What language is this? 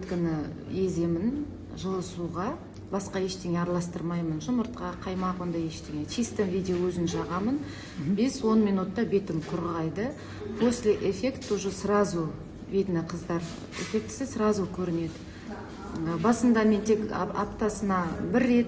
Kazakh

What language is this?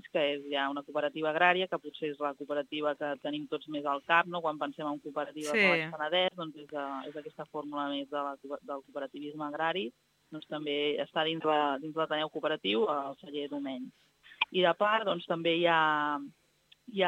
Catalan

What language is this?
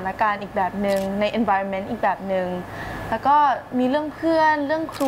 Thai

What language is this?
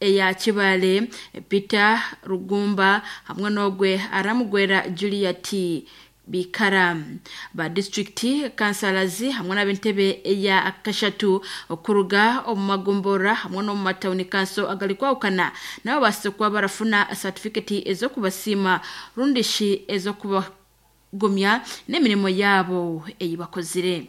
Nyankole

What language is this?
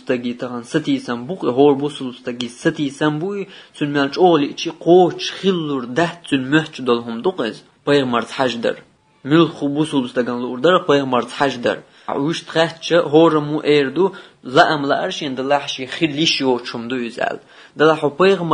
Chechen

